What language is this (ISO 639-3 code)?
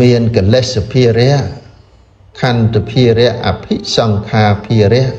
khm